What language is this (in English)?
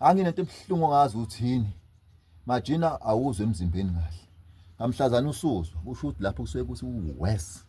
Zulu